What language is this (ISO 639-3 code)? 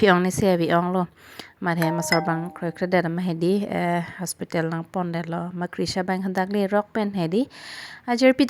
mjw